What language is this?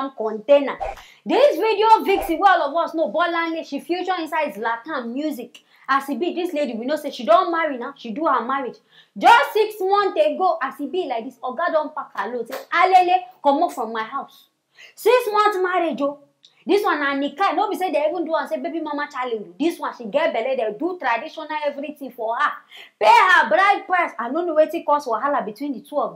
Nigerian Pidgin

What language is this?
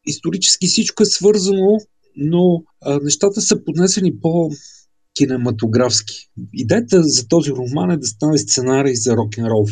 Bulgarian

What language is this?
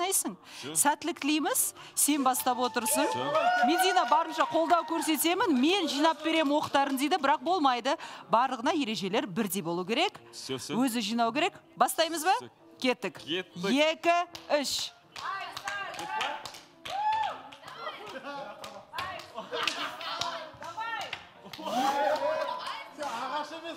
Kazakh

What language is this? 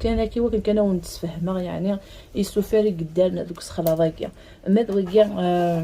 Kabyle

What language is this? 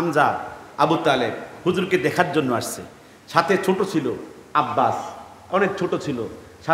Bangla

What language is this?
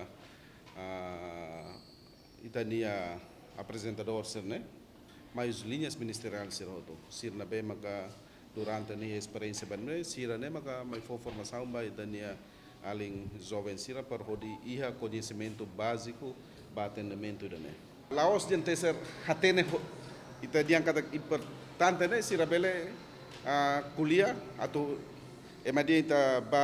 Tetum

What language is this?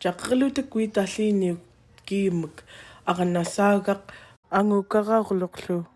Central Yupik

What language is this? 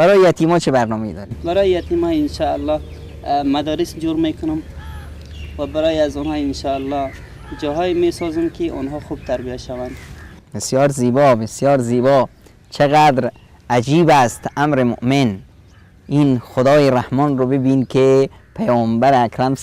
Persian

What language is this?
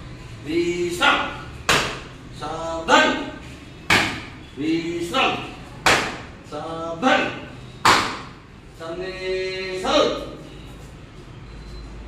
Odia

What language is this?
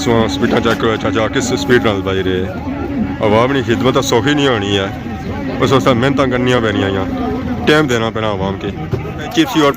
Pahari-Potwari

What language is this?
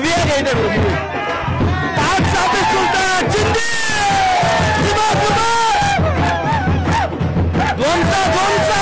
Kannada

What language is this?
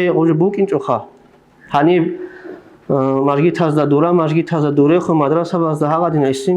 Avaric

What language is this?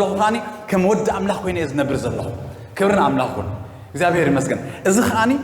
Tigrinya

